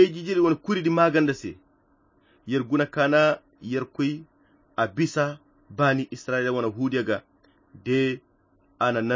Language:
Koyra Chiini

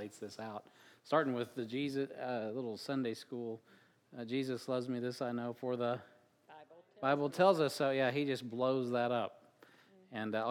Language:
English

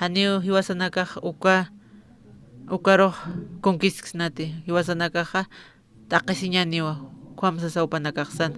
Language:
Aymara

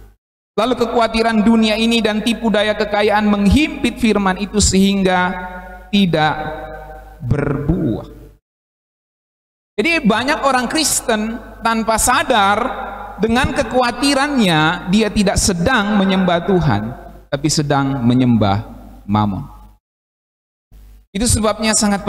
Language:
Indonesian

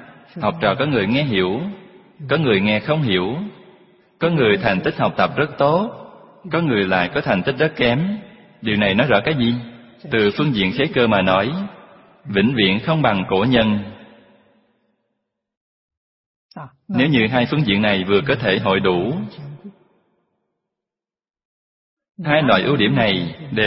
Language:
Vietnamese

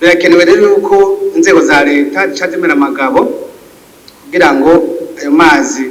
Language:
Rundi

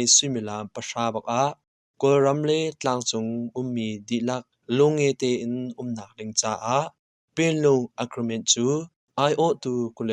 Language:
Hakha Chin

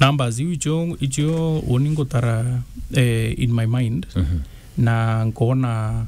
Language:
Meru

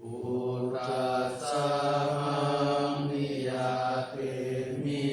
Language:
Pali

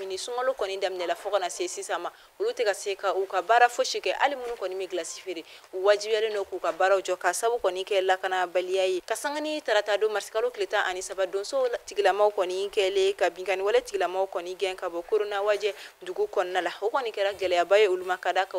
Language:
Bambara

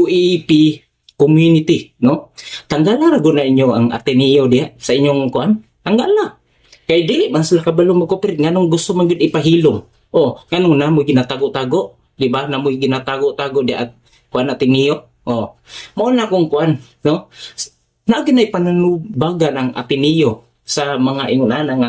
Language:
Cebuano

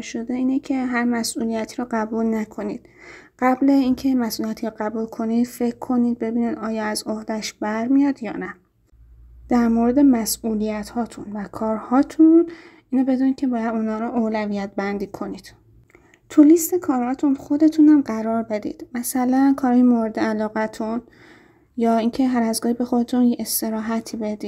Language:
Persian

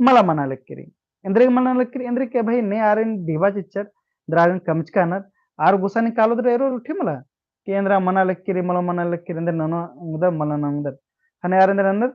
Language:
Kurukh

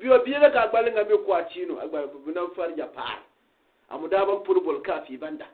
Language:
Gourmanchéma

